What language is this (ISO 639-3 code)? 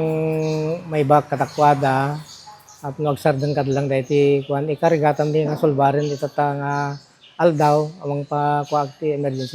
ilo